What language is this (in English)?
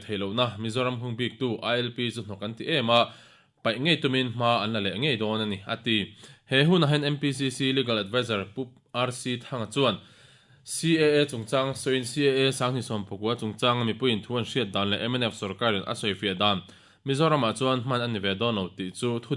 Mizo